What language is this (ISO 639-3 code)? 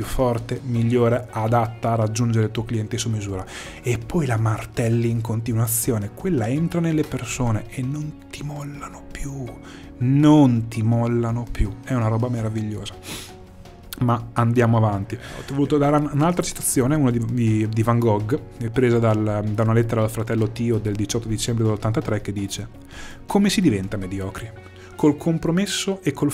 ita